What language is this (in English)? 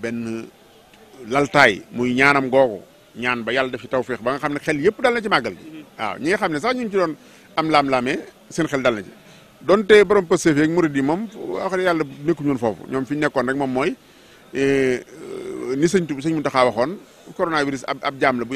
Wolof